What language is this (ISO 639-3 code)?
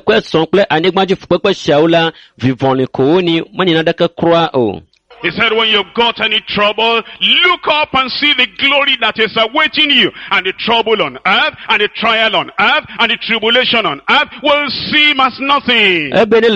ewe